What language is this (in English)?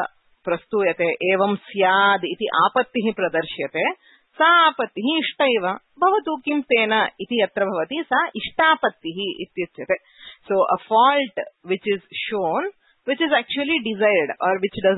Sanskrit